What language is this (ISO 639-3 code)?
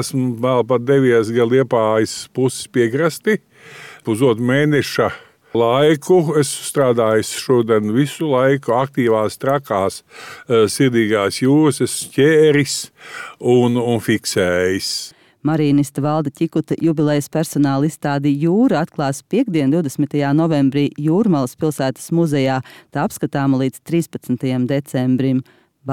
lav